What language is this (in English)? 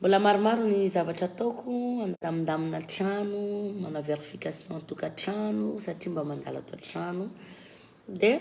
Malagasy